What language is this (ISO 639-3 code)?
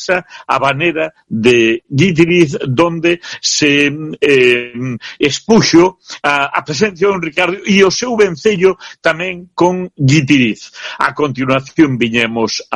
glg